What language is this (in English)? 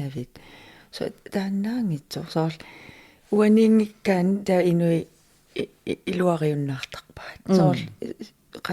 Kalaallisut